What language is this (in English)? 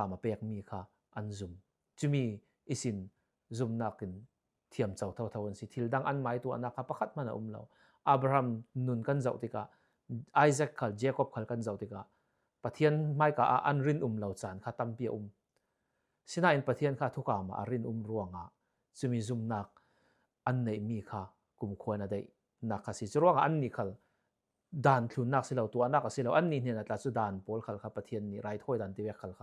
Falam Chin